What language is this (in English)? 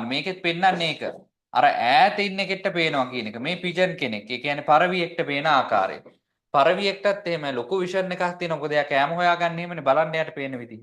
Sinhala